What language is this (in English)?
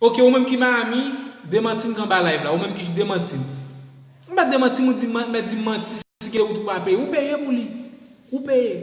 Haitian Creole